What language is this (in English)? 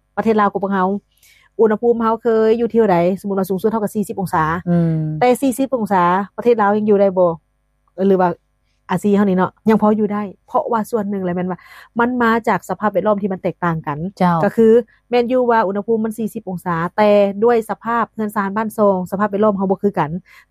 Lao